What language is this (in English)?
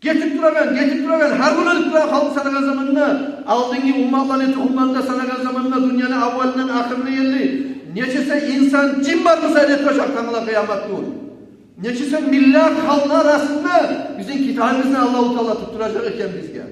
Kumyk